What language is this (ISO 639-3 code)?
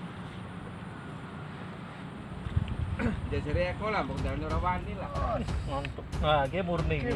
jav